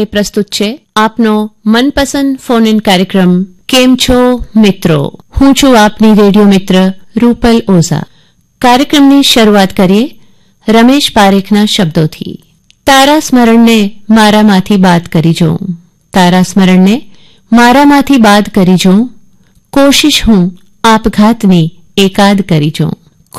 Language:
Gujarati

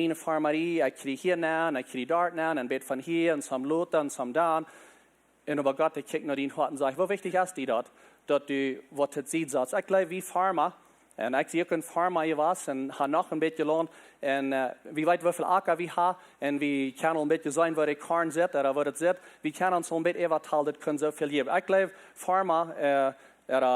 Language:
Plautdietsch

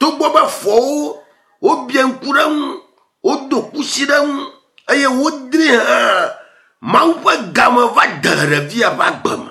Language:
Ewe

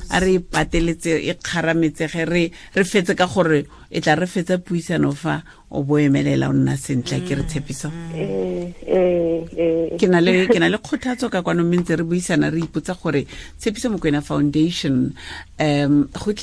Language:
Tswana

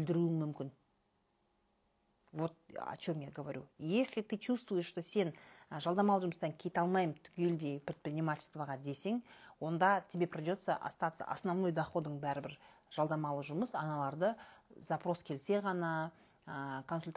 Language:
Kazakh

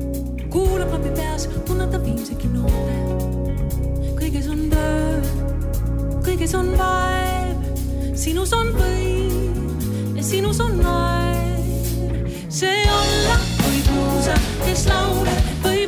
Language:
Estonian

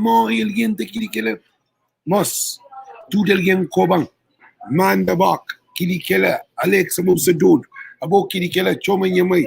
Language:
Kabuverdianu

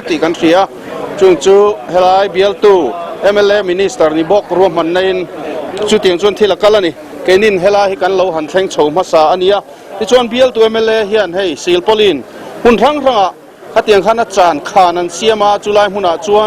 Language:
Mizo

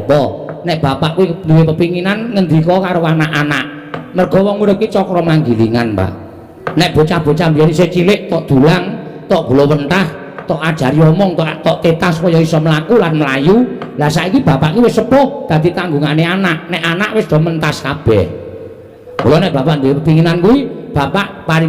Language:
Javanese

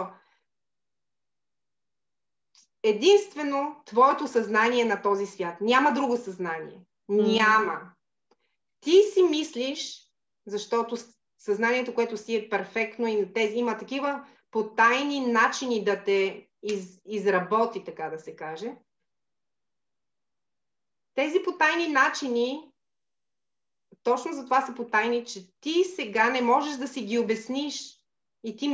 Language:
Bulgarian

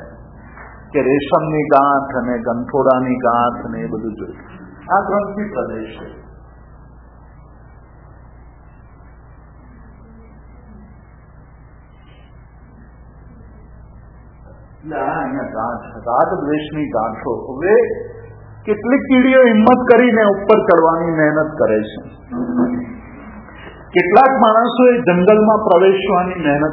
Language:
Gujarati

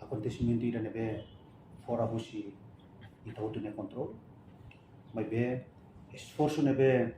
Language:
Tetum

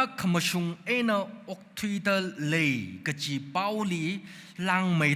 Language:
Tangkhul Naga (India)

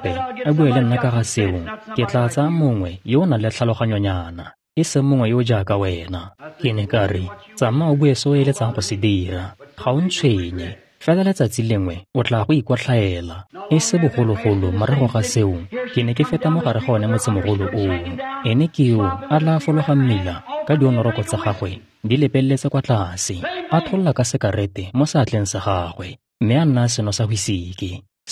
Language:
Tswana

